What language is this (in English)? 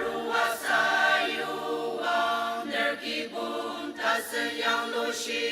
Ao Naga